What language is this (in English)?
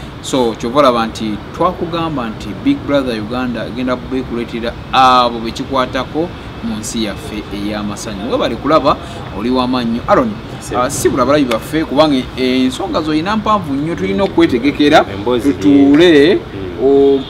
Ganda